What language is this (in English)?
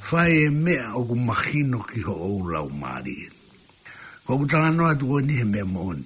Tongan